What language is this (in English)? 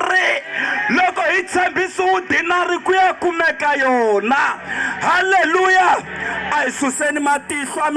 Tsonga